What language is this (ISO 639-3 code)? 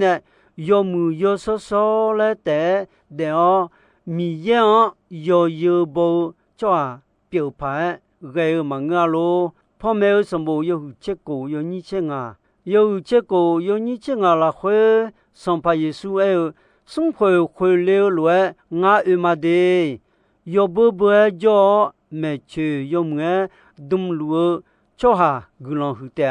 ahk